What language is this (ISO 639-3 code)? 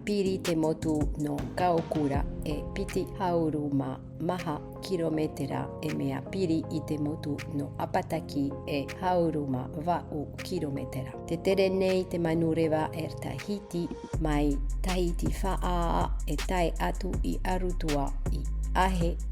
tah